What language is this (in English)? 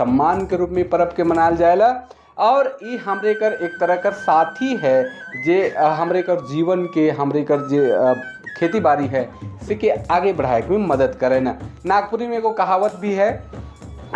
Sadri